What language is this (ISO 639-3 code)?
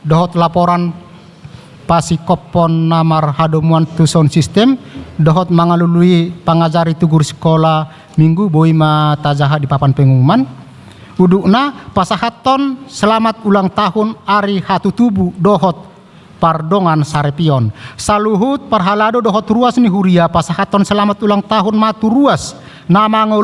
bbc